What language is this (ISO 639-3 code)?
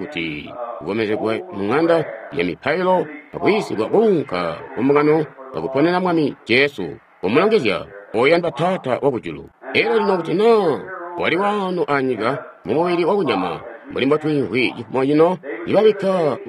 toi